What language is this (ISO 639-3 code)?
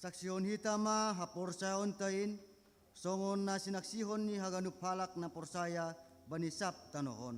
bts